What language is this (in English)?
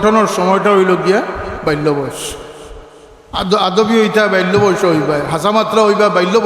Sylheti